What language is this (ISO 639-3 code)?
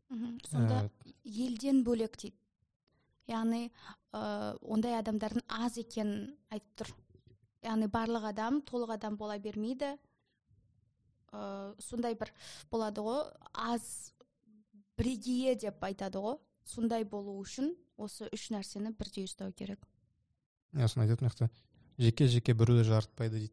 kaz